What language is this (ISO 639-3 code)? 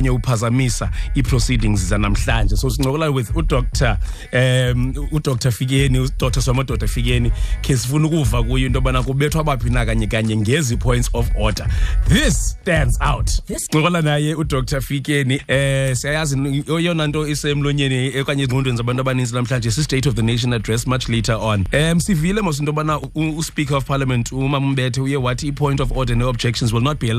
xho